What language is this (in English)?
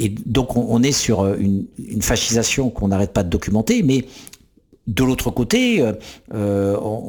French